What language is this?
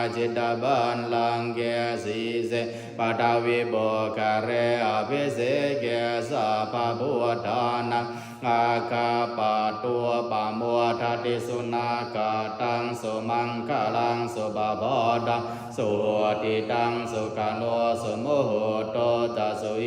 Pali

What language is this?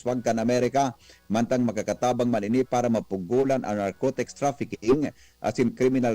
Bikol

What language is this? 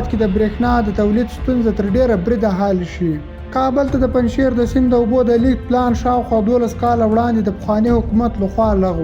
Pashto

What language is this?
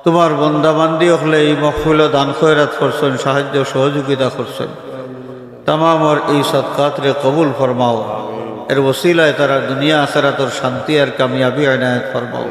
Sylheti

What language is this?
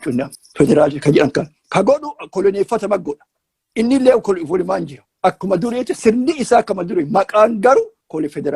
Oromo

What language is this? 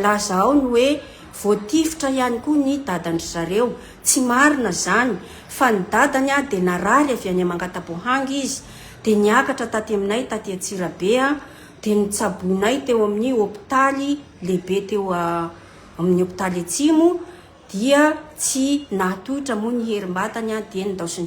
Malagasy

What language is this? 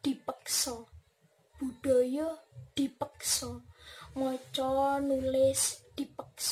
Javanese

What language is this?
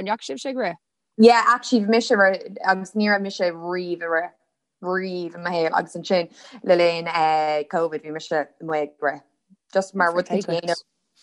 Irish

